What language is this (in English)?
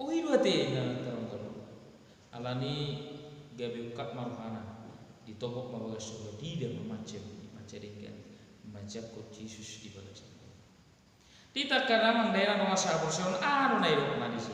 Batak Toba